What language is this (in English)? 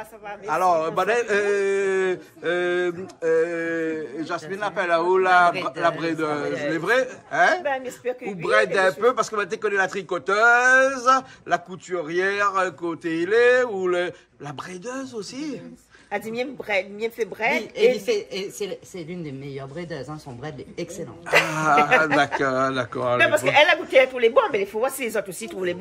Réunion Creole French